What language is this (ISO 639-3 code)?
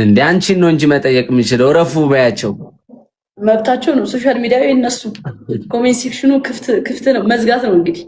amh